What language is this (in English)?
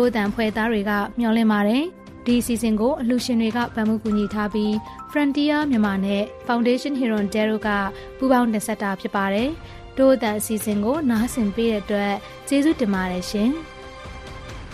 Burmese